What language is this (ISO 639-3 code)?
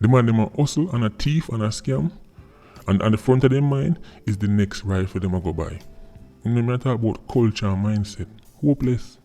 jam